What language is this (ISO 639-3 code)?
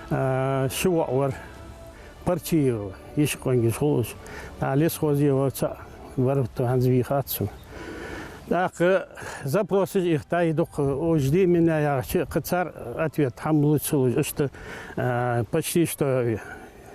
inh